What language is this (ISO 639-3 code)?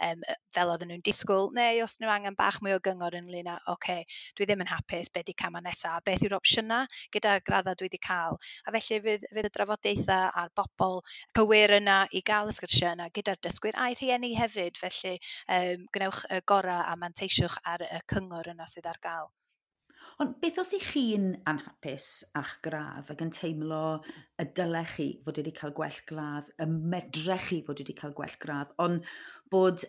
cym